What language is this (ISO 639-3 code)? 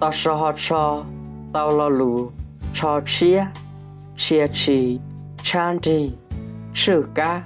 hmn